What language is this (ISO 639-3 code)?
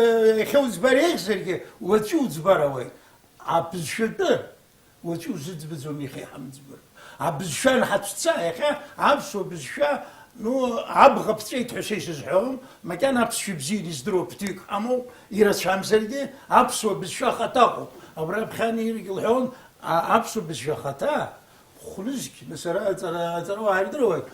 abk